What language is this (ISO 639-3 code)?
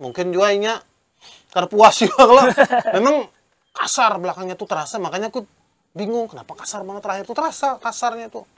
bjn